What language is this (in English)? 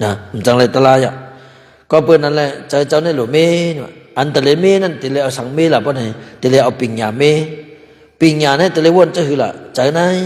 Shan